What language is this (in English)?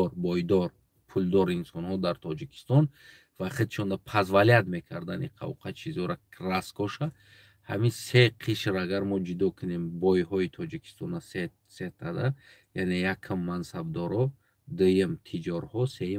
Tajik